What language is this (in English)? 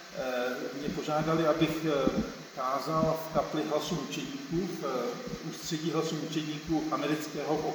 Czech